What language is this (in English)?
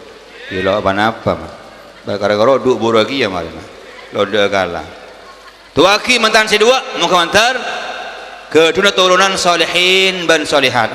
Madurese